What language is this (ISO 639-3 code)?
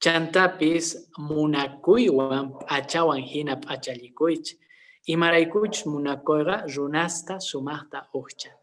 que